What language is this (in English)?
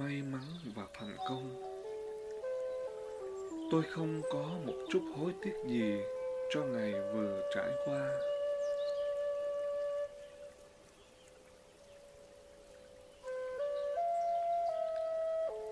Vietnamese